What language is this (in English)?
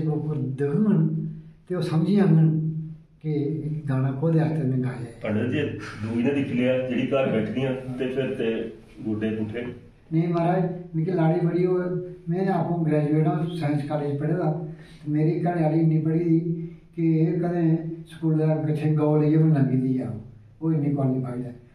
Dogri